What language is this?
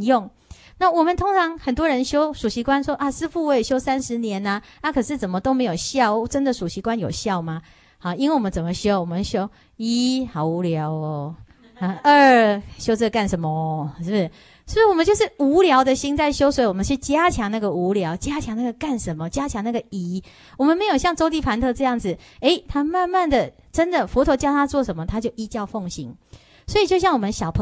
Chinese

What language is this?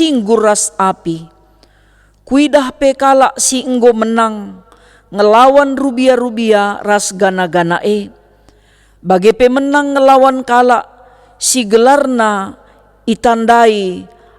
Batak Karo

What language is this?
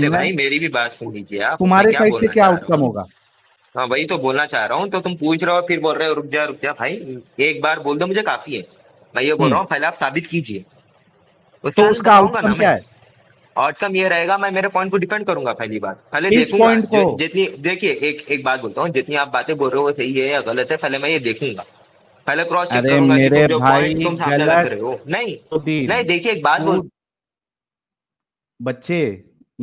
Hindi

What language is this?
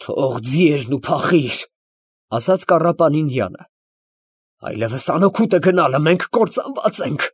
Armenian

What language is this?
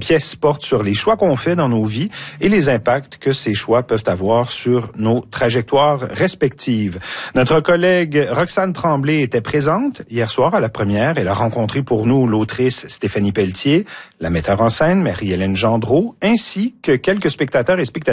French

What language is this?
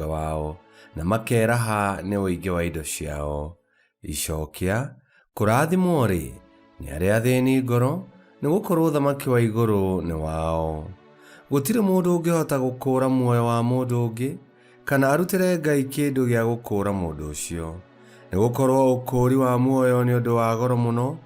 Kikuyu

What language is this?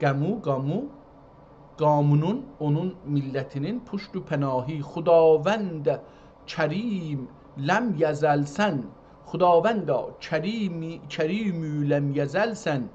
South Azerbaijani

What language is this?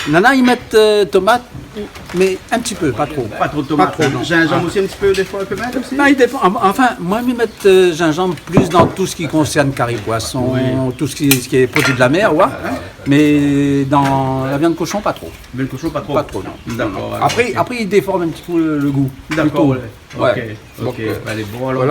Réunion Creole French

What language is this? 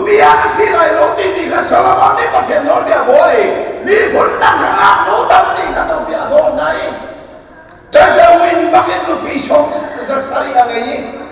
Hakha Chin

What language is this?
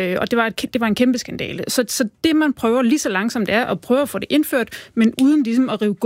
Danish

